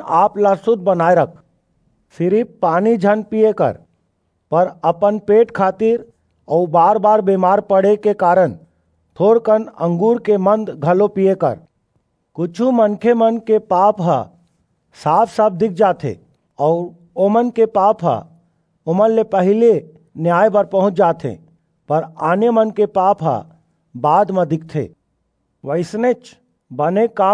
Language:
Chhattisgarhi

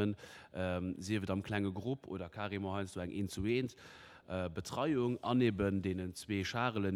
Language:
Luxembourgish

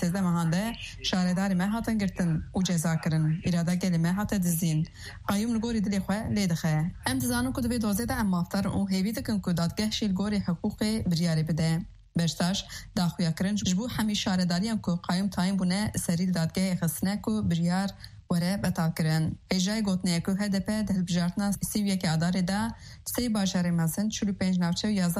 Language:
Kurdish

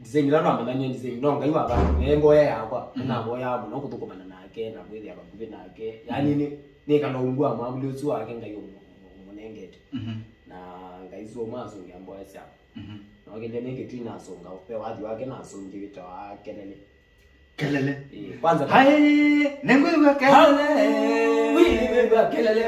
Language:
Kamba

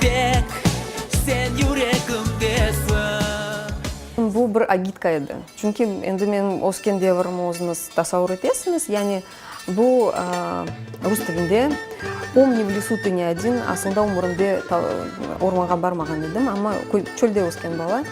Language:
Crimean Tatar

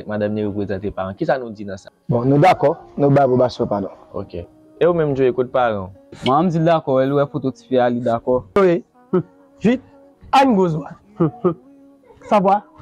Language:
Haitian Creole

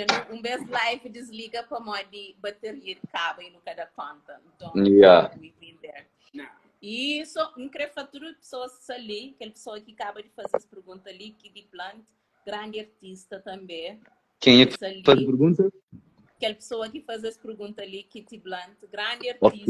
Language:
Kabuverdianu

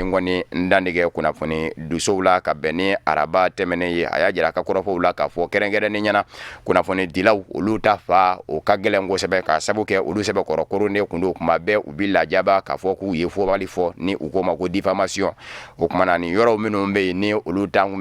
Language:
Bambara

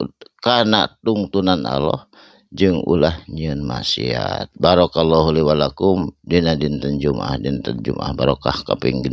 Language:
Sundanese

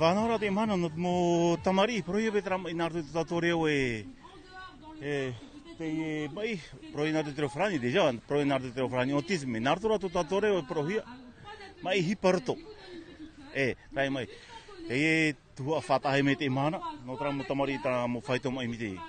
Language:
Tahitian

